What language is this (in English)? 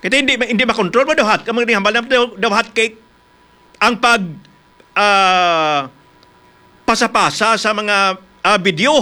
Hiligaynon